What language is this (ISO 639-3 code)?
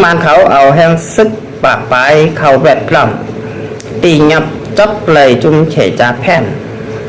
shn